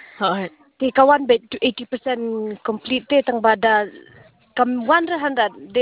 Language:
Khasi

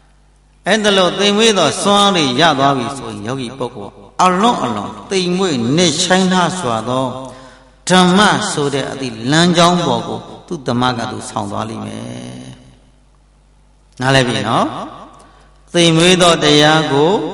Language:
Burmese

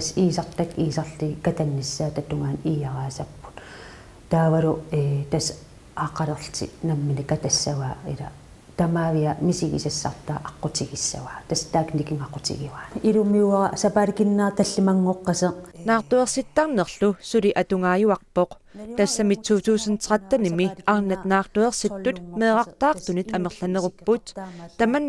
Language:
Kalaallisut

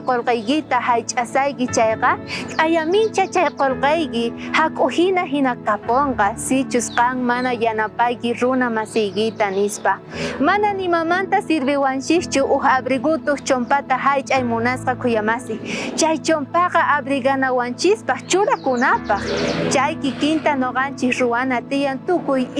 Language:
South Bolivian Quechua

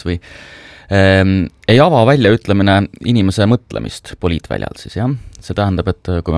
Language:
Estonian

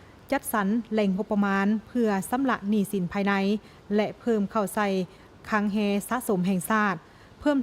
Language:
Lao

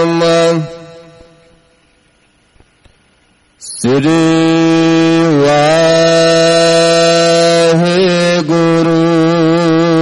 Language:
Punjabi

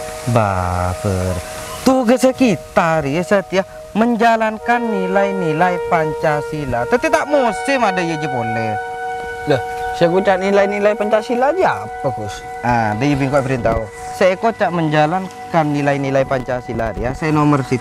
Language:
Madurese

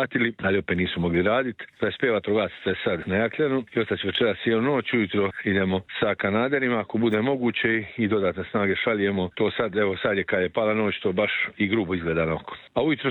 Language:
Croatian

